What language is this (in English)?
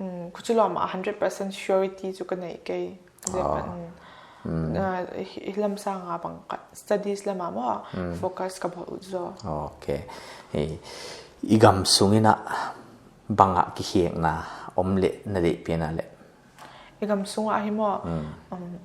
Paite Chin